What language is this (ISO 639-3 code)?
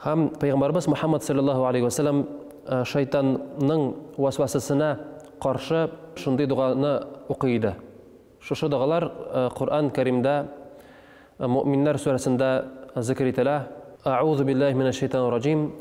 tat